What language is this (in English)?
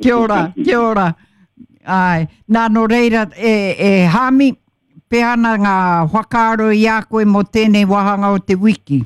Māori